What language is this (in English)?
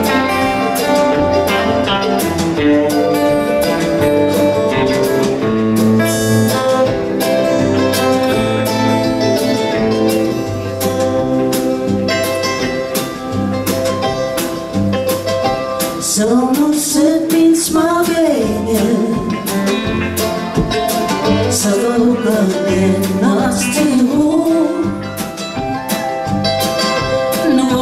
Danish